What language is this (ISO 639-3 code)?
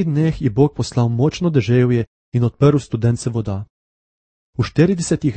slv